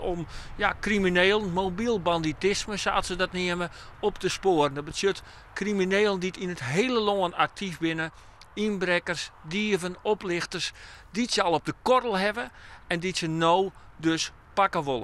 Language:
Western Frisian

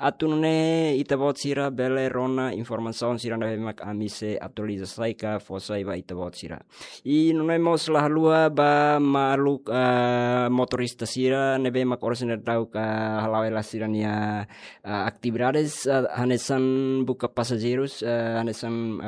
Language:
Tetum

